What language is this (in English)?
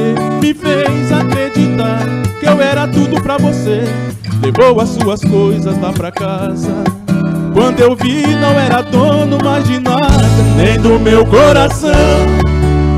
Portuguese